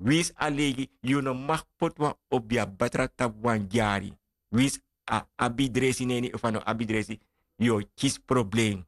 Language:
Sranan Tongo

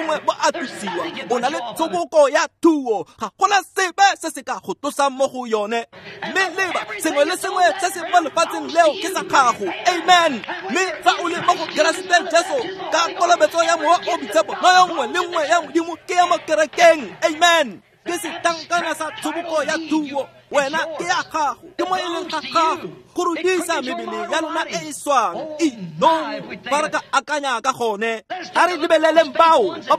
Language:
Tswana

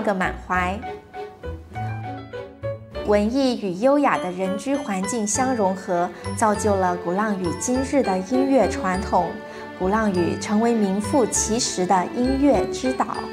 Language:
Chinese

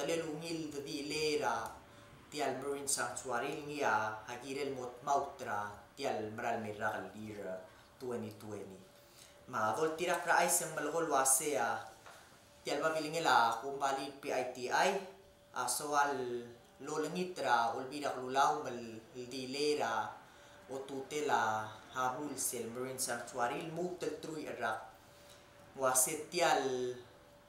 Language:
Palauan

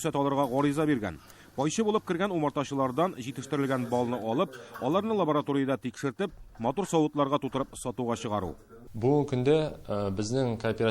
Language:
Tatar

